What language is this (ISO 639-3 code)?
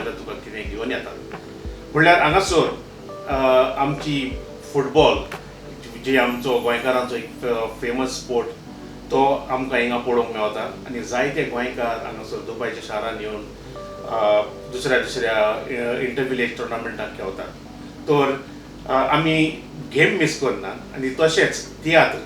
kok